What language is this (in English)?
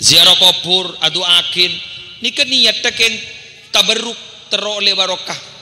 Madurese